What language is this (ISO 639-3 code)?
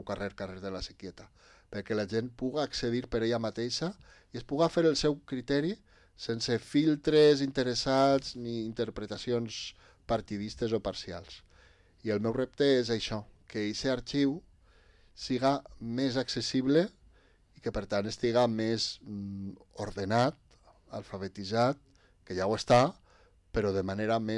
cat